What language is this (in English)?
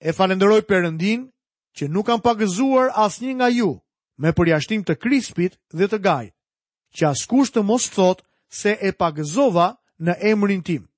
Albanian